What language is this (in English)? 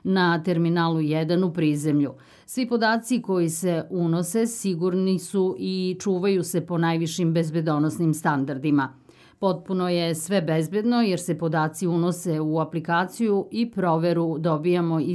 Serbian